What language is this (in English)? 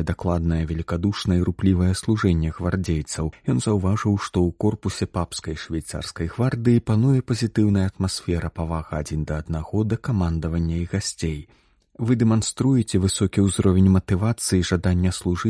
Belarusian